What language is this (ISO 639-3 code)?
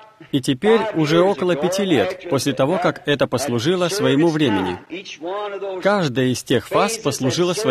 rus